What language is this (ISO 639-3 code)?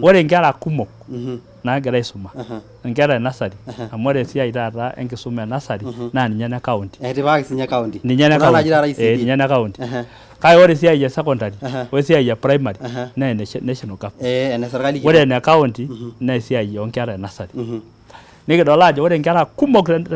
mas